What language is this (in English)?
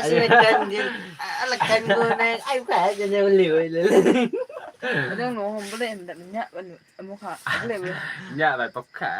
Naga Pidgin